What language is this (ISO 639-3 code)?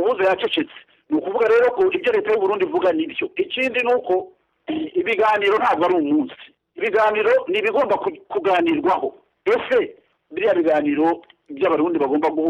kin